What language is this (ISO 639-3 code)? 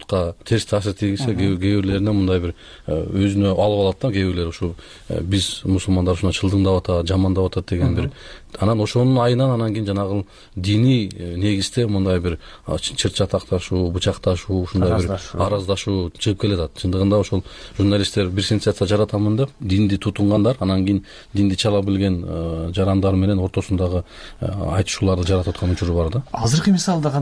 kir